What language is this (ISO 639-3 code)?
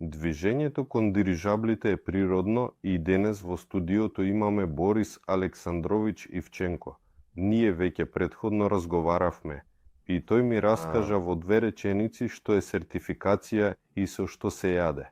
mkd